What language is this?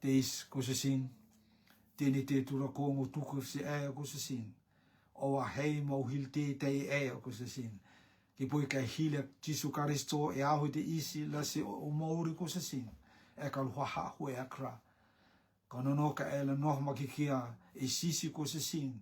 Rotuman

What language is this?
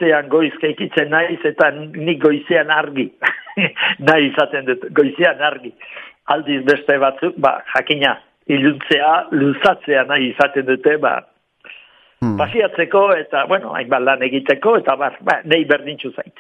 Basque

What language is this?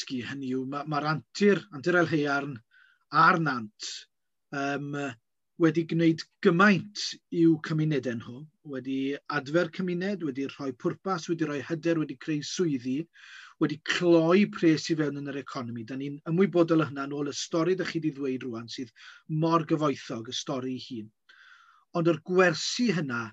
Welsh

